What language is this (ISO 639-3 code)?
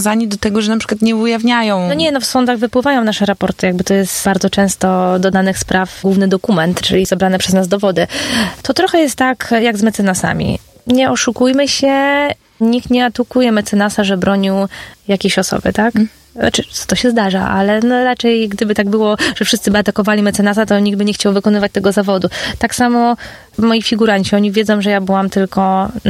pol